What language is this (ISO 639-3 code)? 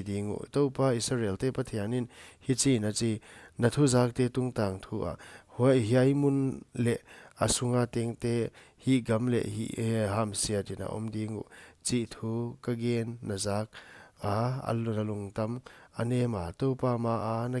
pck